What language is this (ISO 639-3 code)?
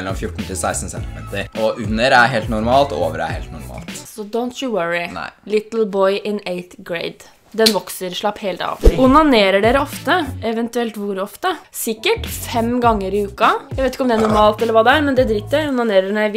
nor